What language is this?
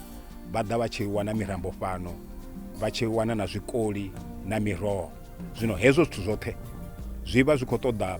Venda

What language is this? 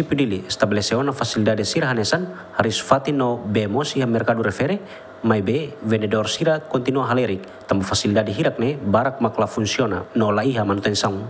Tetum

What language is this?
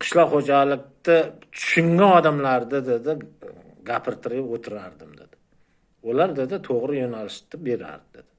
Uzbek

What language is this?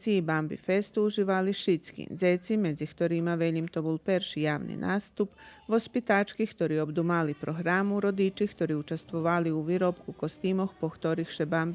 Rusyn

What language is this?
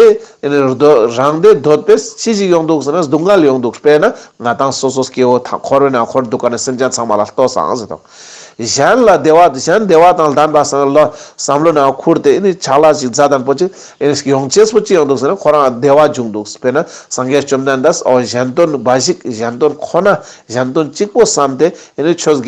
Ladakhi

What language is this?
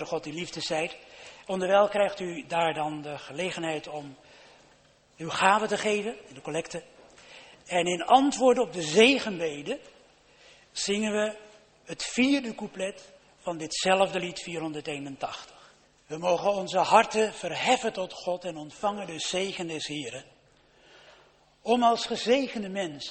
Dutch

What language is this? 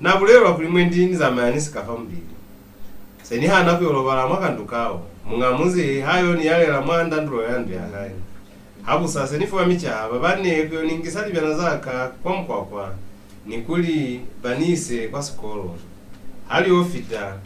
Lozi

